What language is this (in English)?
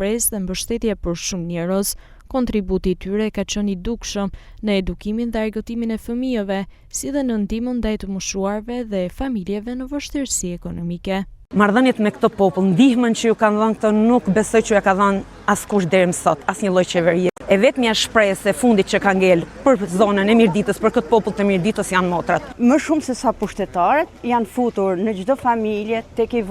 Albanian